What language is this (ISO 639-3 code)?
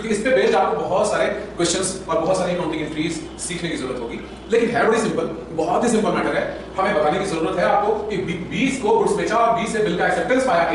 hin